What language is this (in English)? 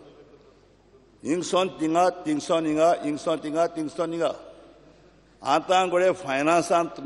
Konkani